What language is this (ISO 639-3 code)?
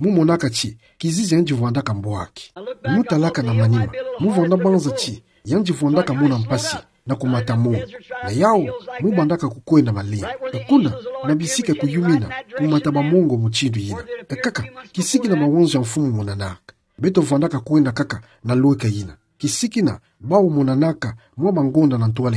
ktu